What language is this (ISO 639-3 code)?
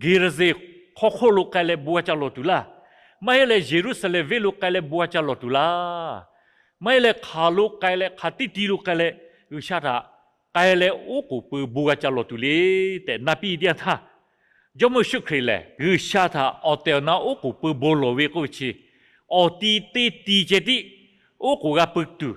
lhu